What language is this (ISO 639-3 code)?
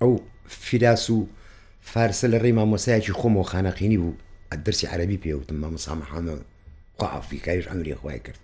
ckb